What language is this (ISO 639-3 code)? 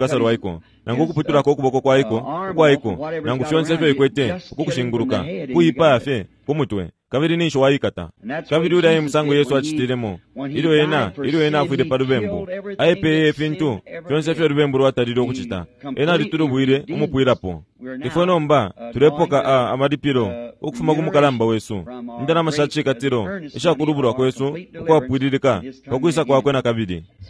bem